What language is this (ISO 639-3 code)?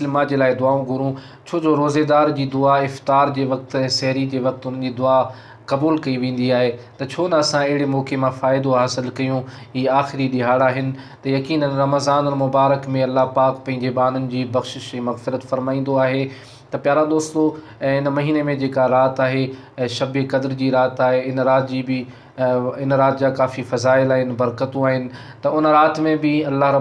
snd